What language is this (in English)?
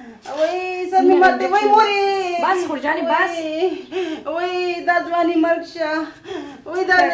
Pashto